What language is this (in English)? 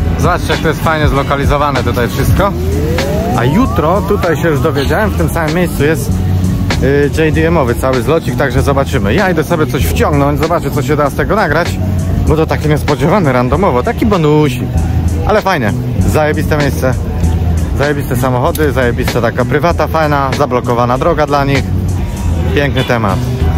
Polish